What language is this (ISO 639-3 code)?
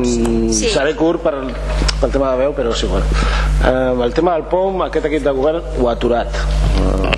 cat